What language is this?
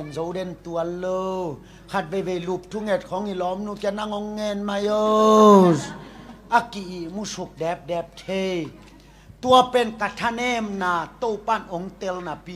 Tedim Chin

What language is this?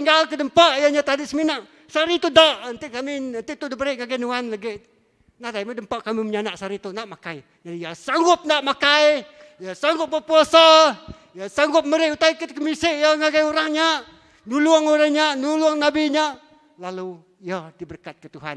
Iban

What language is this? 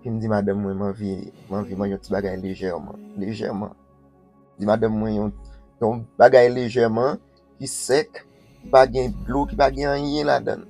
Haitian Creole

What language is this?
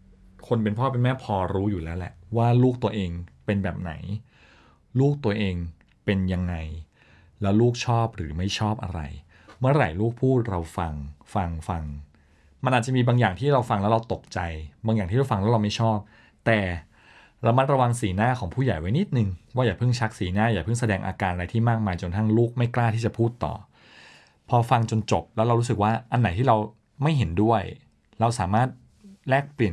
Thai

